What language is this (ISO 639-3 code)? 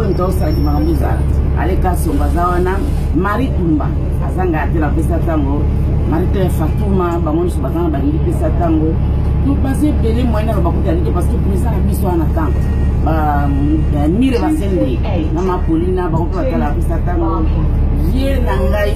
lin